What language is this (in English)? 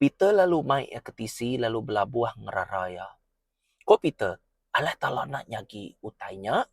Iban